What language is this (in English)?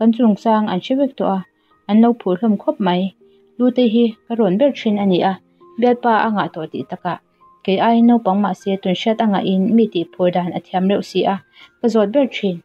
Mizo